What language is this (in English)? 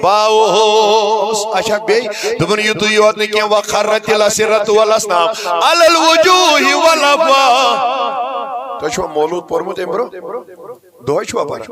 Kashmiri